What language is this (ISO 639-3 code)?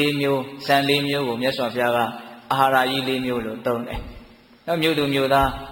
mya